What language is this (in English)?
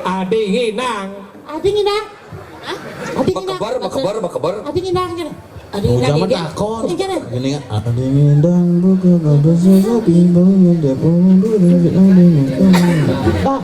Balinese